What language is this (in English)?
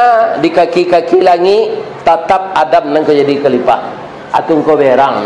Minangkabau